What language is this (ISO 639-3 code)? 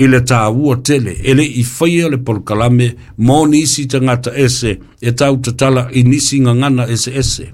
smo